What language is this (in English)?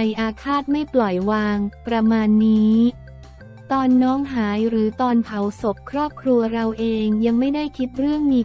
Thai